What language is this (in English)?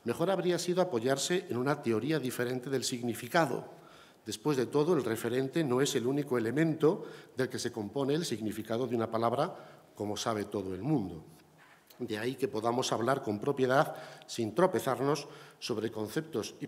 Spanish